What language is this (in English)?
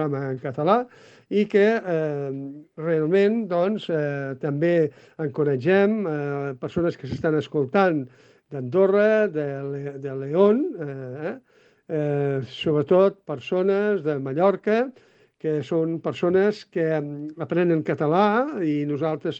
Catalan